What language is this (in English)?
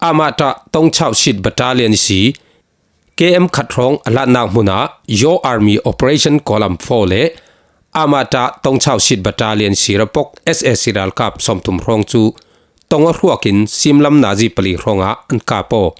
Falam Chin